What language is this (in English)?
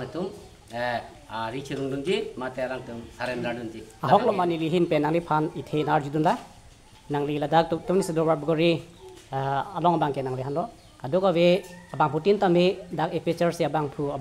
Karbi